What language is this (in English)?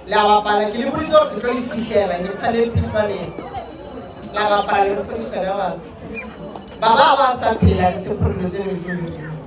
Northern Sotho